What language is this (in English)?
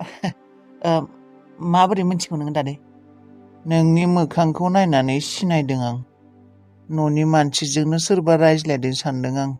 Bodo